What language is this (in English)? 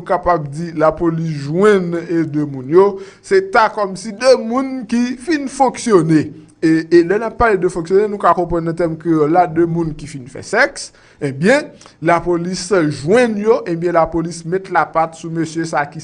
Haitian Creole